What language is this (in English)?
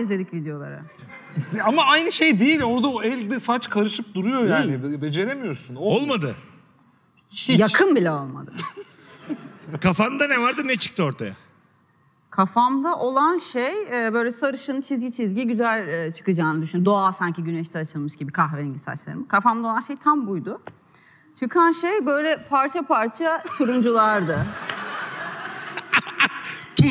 Turkish